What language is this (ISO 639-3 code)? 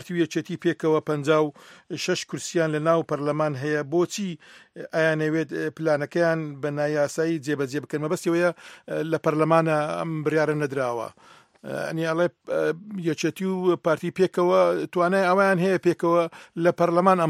ckb